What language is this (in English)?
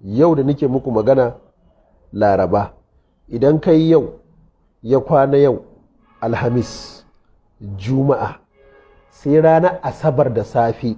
Hausa